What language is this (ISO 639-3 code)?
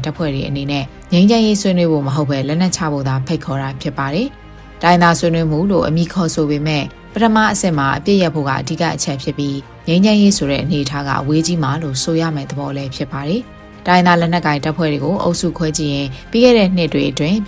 mya